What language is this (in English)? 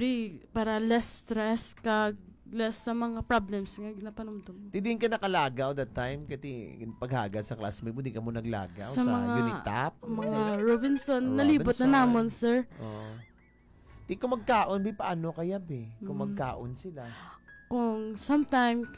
Hiligaynon